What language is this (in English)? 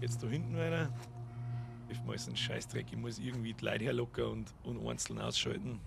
Bavarian